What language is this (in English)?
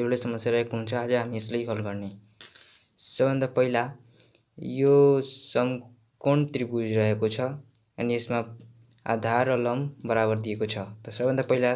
Nepali